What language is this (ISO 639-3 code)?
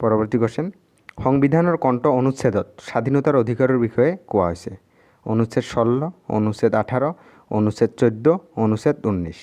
asm